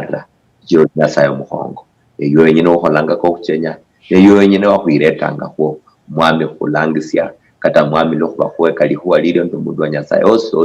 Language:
Luyia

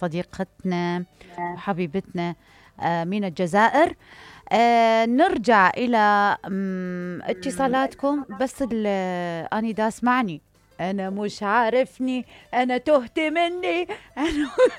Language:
Mesopotamian Arabic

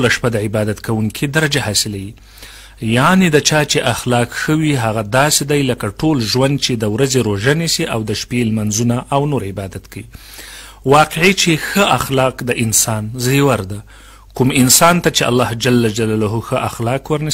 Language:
Pashto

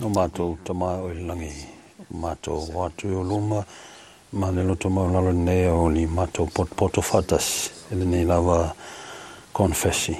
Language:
Samoan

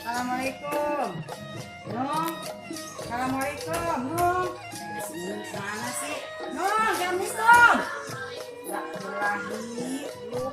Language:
Betawi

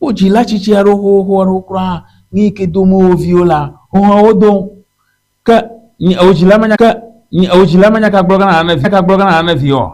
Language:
Ewe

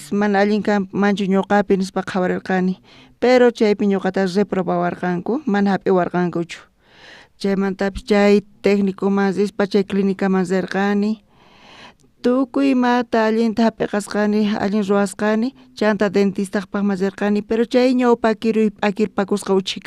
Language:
South Bolivian Quechua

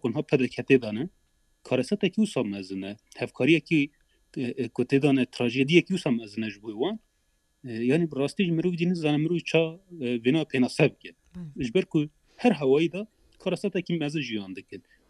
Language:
Kurdish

